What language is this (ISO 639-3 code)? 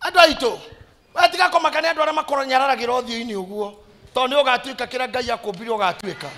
kik